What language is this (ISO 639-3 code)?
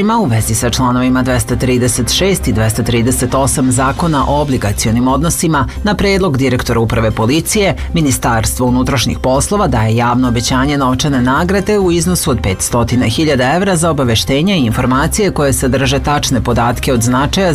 srp